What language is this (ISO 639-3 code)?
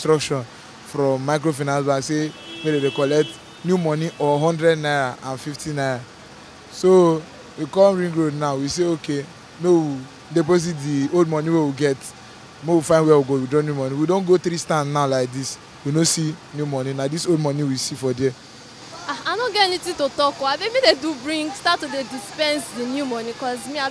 pcm